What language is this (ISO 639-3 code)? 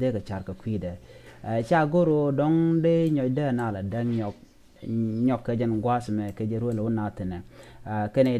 nus